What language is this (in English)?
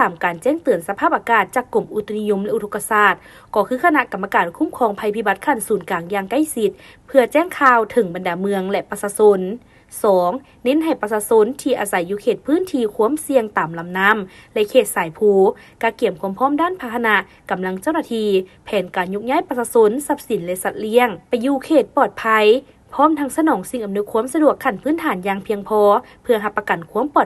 Lao